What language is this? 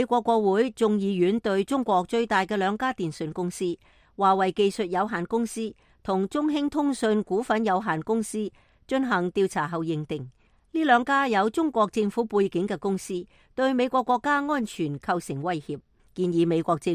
Cantonese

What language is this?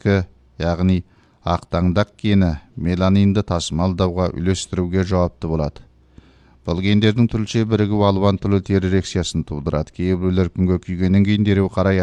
Kazakh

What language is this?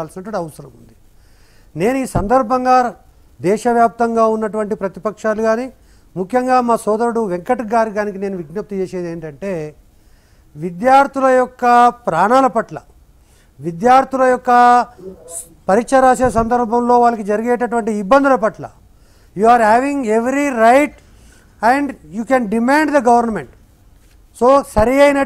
Telugu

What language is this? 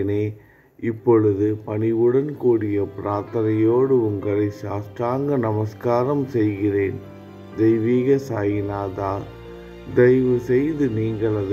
Tamil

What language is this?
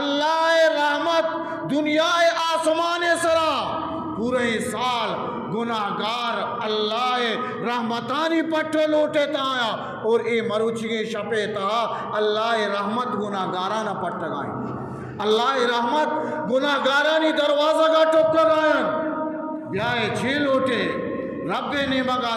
Eastern Balochi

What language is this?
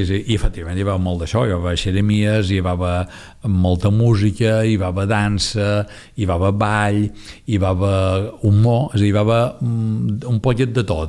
Catalan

